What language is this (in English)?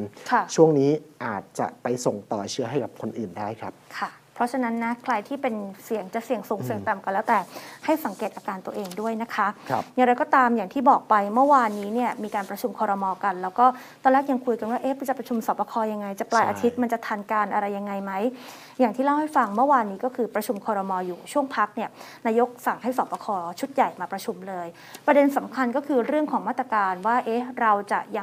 Thai